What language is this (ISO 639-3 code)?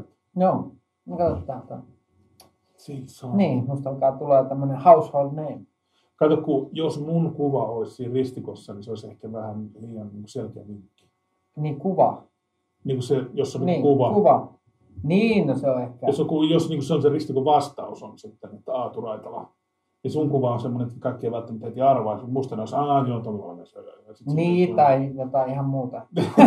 fin